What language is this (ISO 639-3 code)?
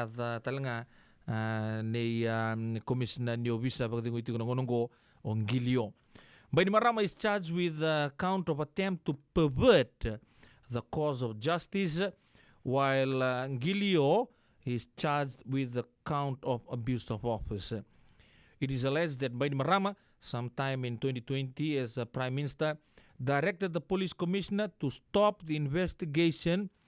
fij